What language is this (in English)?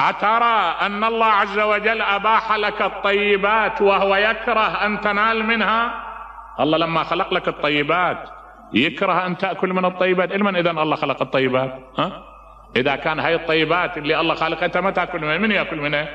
Mesopotamian Arabic